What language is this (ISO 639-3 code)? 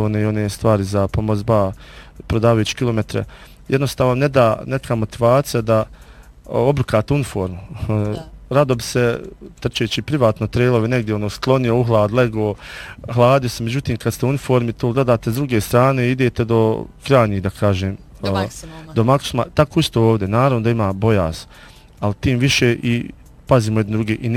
bos